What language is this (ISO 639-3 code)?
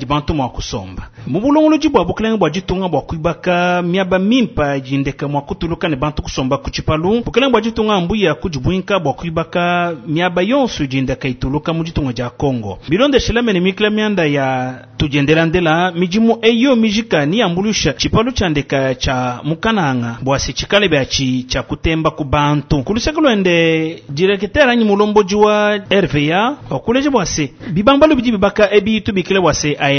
lua